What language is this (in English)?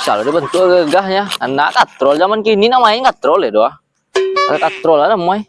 Minangkabau